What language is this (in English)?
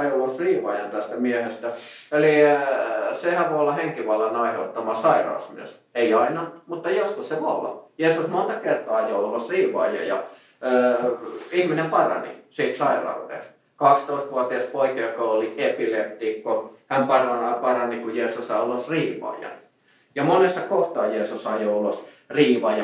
Finnish